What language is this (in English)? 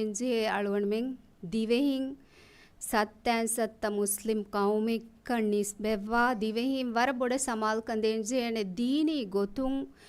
Divehi